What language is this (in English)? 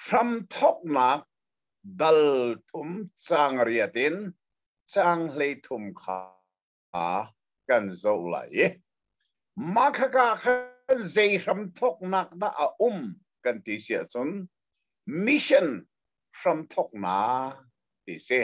Hakha Chin